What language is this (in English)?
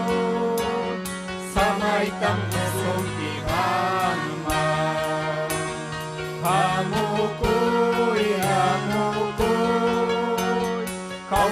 Ayacucho Quechua